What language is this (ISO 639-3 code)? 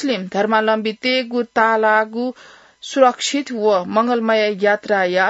new